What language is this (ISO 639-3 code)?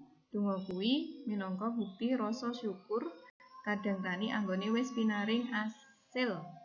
jav